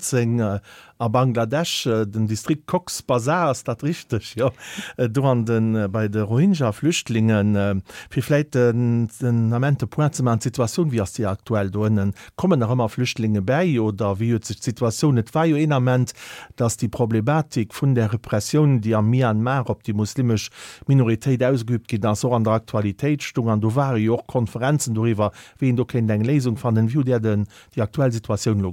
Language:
Luxembourgish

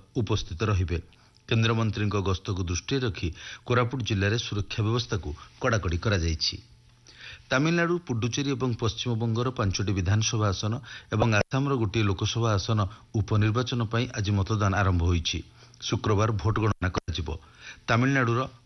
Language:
Odia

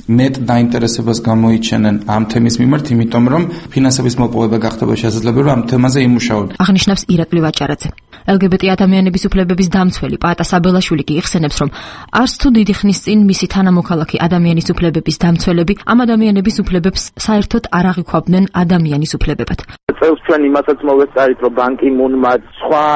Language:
Georgian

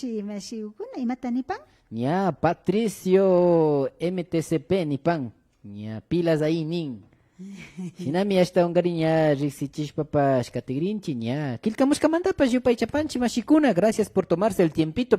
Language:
Imbabura Highland Quichua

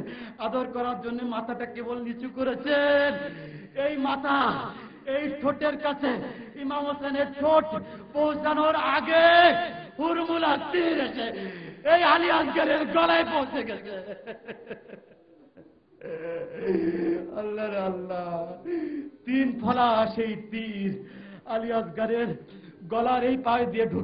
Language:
Bangla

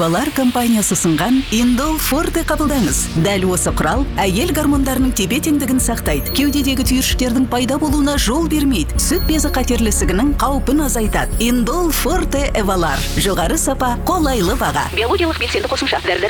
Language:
Kazakh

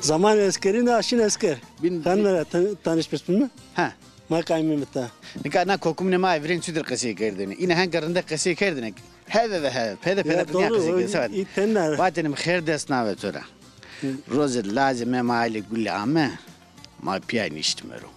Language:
Zaza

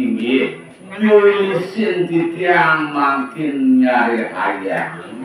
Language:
Balinese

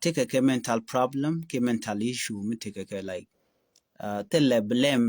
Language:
Nuer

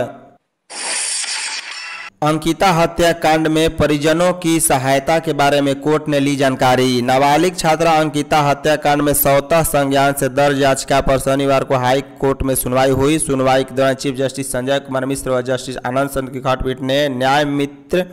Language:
Hindi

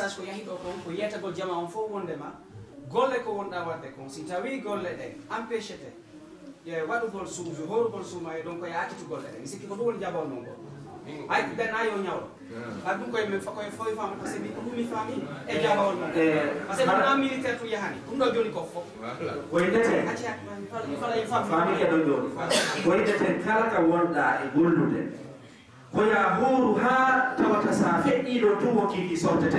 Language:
Fula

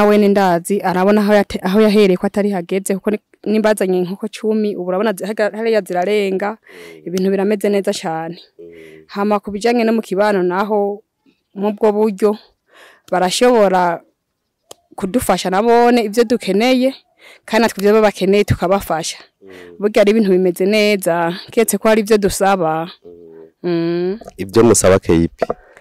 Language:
Rundi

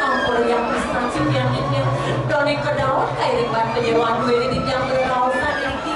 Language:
Balinese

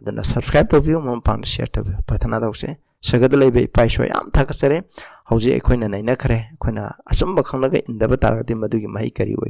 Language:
Manipuri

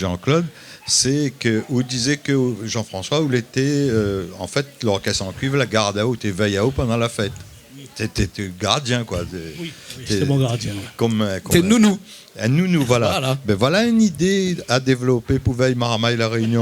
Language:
Réunion Creole French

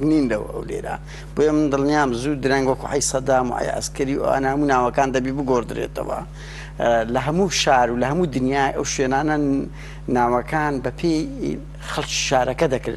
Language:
Central Kurdish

